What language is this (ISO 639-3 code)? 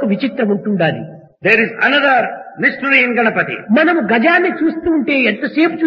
tel